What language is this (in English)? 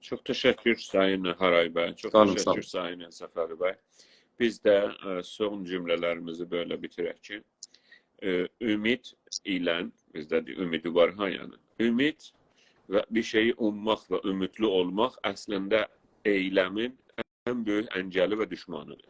South Azerbaijani